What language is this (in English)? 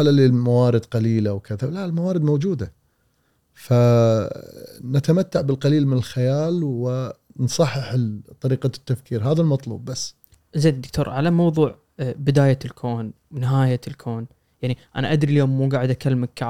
Gulf Arabic